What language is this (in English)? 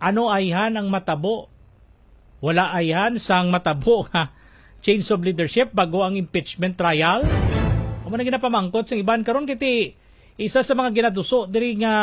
Hiligaynon